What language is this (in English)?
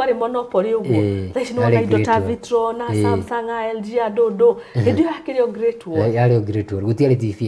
Kikuyu